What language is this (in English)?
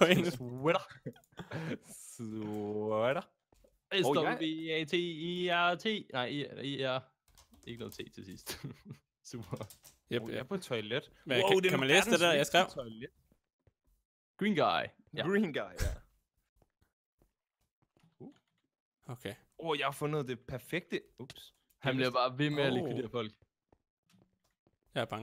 Danish